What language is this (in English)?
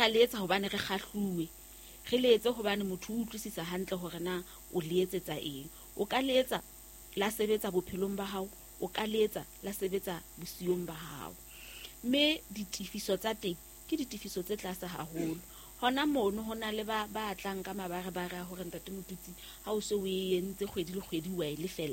Southern Sotho